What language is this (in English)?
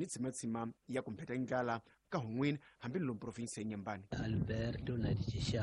Tsonga